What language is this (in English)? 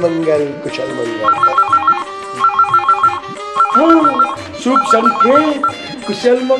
Hindi